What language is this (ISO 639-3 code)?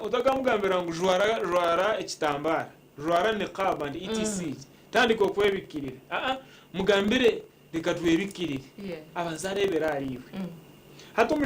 nyn